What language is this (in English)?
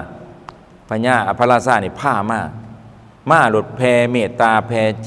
Lao